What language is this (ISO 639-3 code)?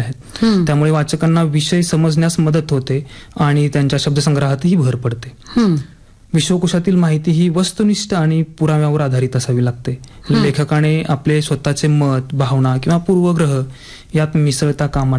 mar